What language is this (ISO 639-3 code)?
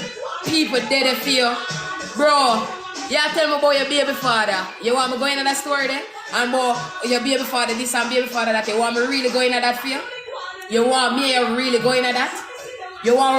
jam